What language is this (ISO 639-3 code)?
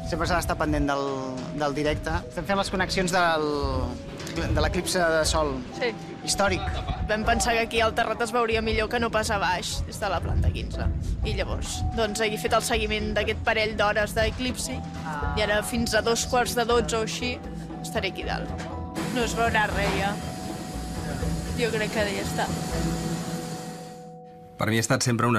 cat